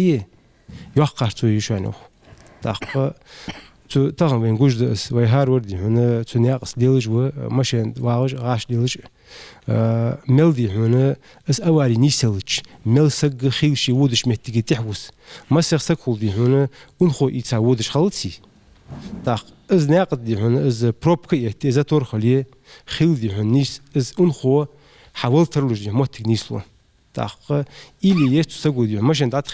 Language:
Ingush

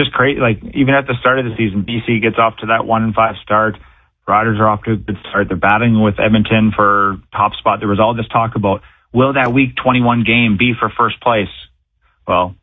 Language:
English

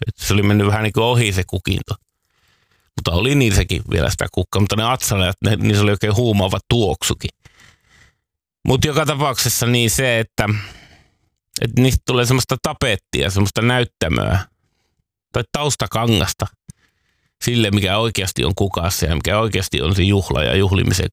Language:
Finnish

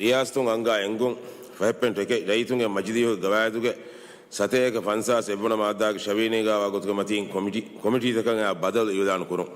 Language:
Divehi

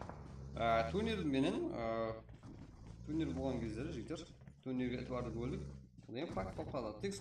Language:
Kara-Kalpak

